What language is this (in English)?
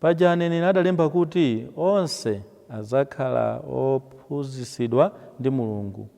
Nyanja